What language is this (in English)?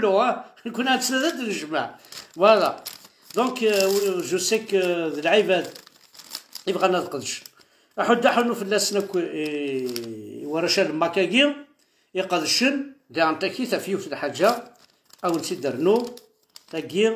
Kabyle